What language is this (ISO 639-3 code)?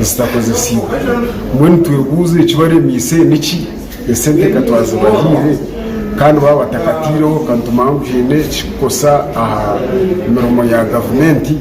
nyn